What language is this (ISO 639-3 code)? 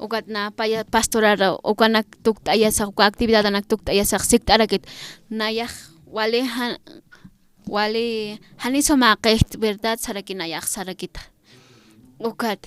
aym